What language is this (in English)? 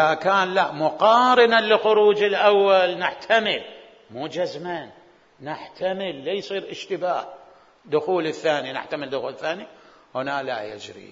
Mesopotamian Arabic